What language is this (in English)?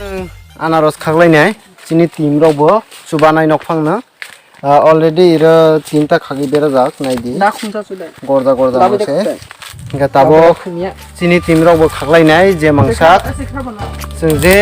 Kok Borok